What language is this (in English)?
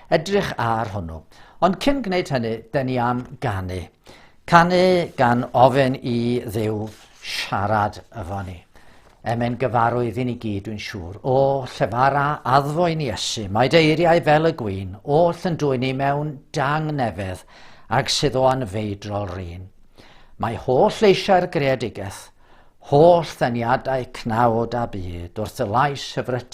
Welsh